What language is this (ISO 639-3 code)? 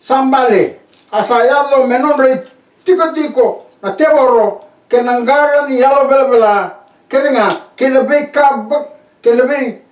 fij